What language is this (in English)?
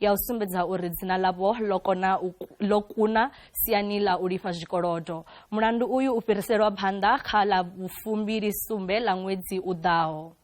Venda